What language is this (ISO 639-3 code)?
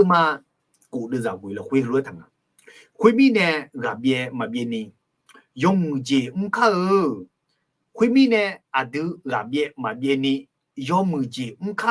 ahk